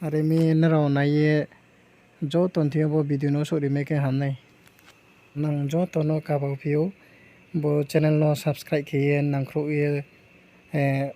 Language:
Riang (India)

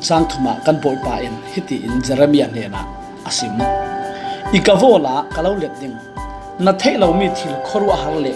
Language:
Falam Chin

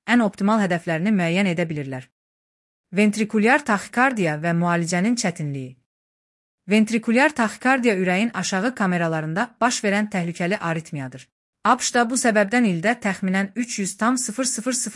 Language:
Azerbaijani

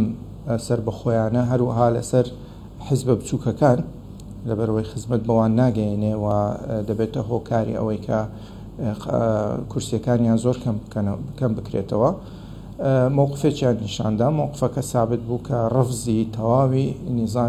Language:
Central Kurdish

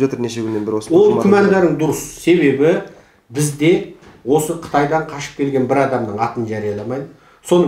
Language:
Kazakh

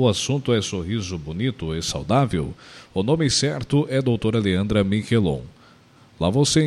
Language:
Portuguese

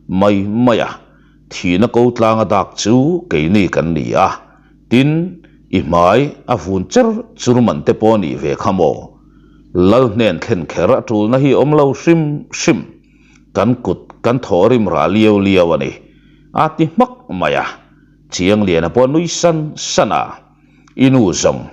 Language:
Mizo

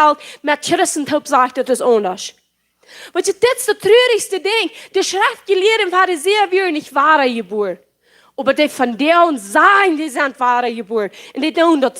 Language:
Plautdietsch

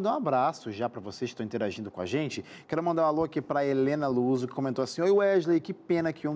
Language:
Portuguese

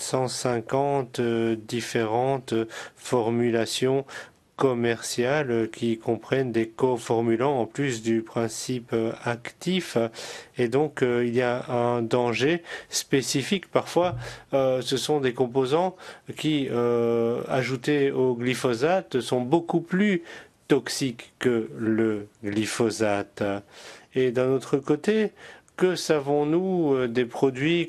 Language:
French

